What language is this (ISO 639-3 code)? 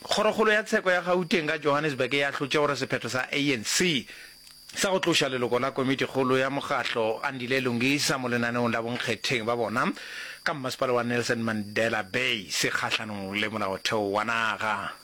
nso